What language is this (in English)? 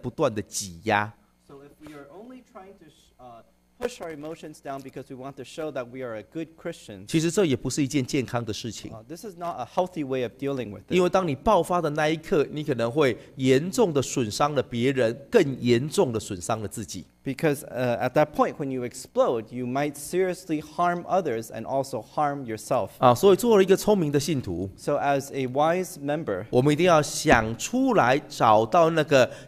Chinese